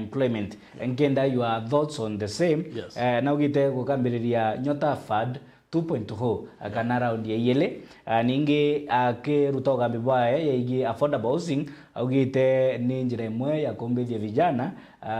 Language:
Meru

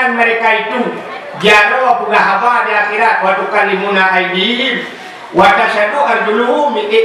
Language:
Achinese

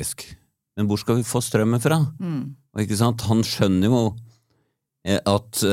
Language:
Norwegian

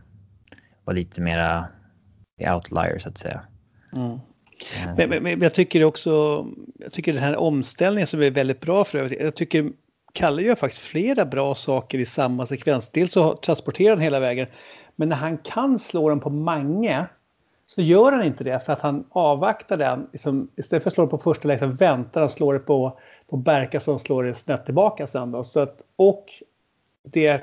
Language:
Swedish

